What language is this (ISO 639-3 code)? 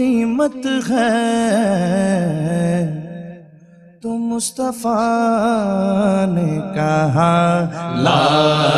urd